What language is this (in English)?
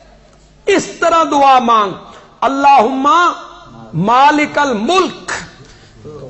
Urdu